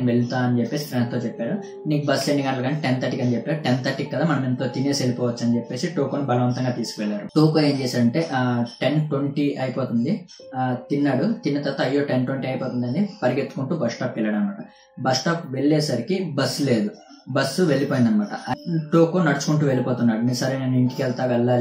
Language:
Telugu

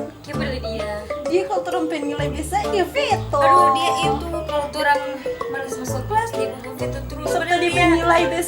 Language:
Manado Malay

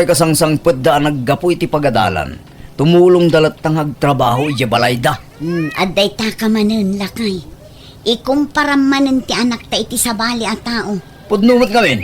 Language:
Iloko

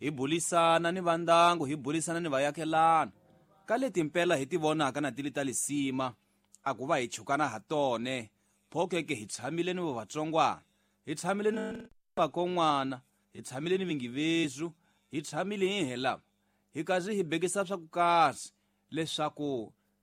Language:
Tsonga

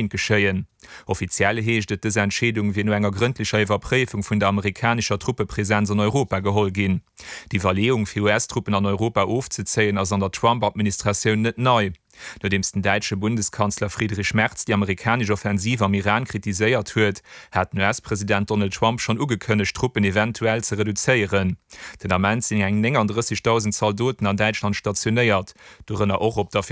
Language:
Luxembourgish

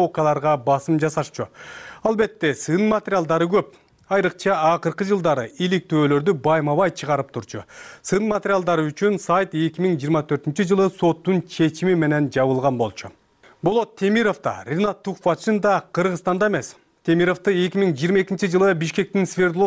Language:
Kyrgyz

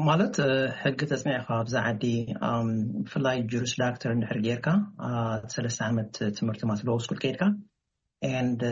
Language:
Tigrinya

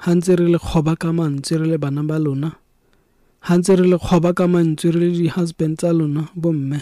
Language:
Southern Sotho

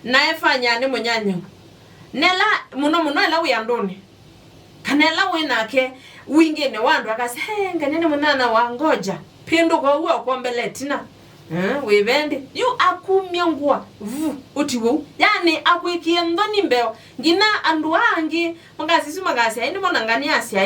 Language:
Kamba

